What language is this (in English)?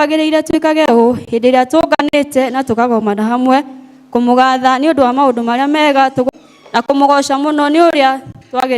Kikuyu